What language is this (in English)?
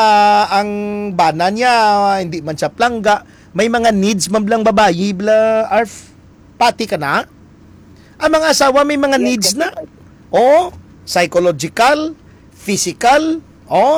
Hiligaynon